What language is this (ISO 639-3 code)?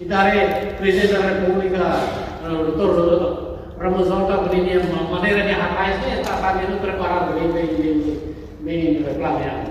tet